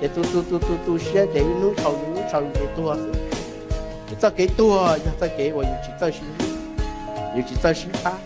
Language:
Hmong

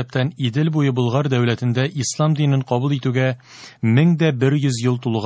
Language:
Tatar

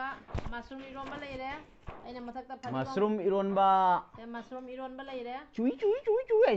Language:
Manipuri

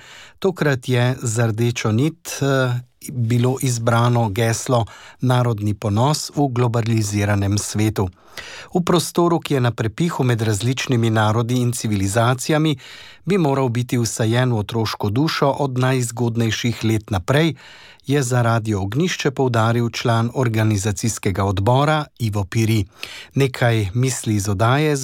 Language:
Slovenian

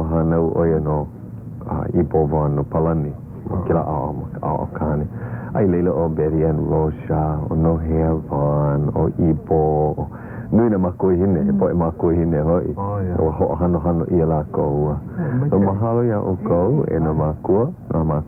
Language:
Hawaiian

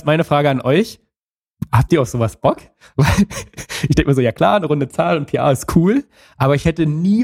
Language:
German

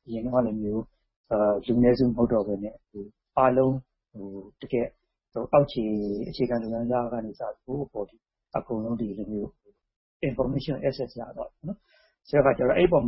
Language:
Burmese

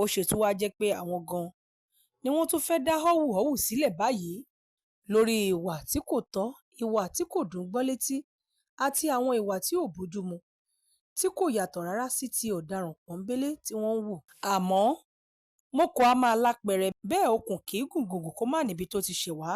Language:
Yoruba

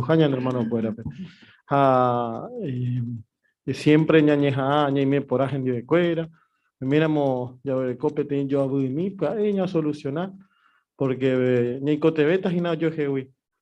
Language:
Guarani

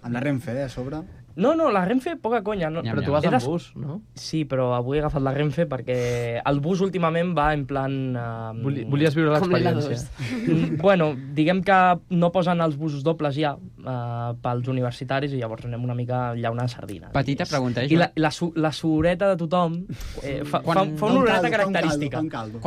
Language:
Catalan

